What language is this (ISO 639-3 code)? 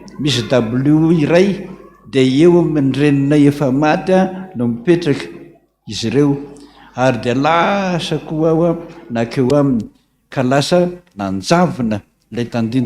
mlg